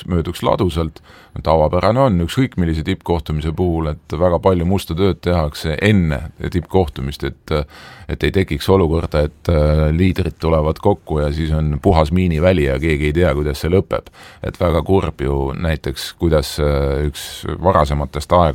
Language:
Estonian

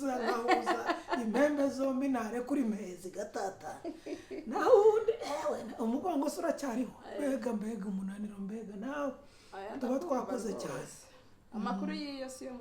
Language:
Kinyarwanda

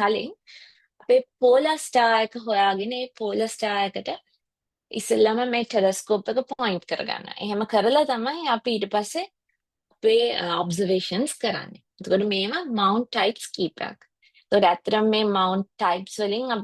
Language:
Sinhala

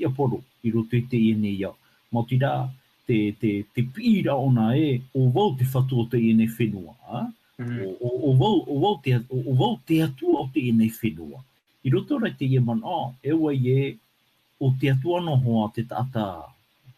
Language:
Tahitian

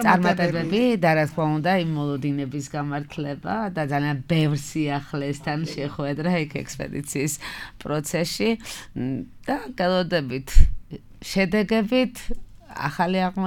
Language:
Georgian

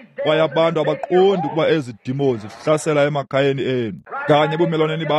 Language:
Xhosa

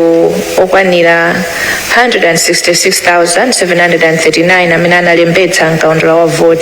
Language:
Nyanja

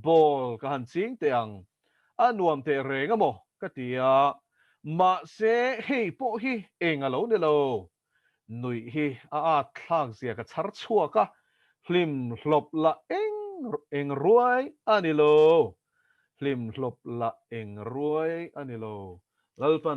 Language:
Mizo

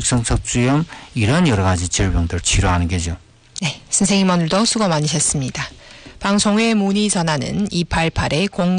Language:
Korean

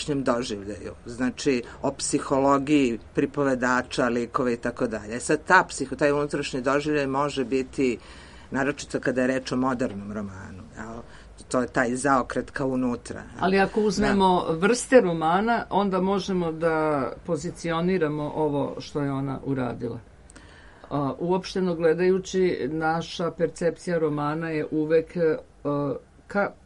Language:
Serbian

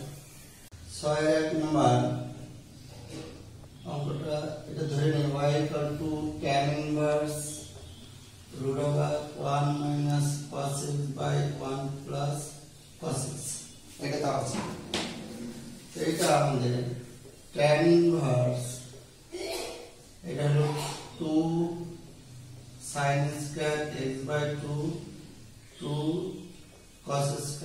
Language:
Bangla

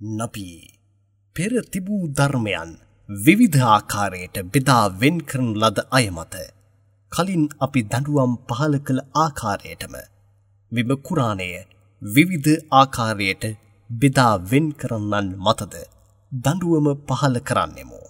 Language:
Sinhala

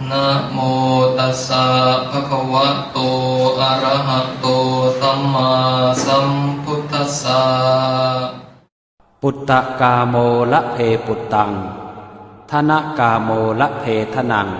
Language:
Pali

